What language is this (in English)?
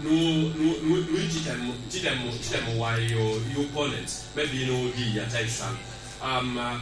Lango (Uganda)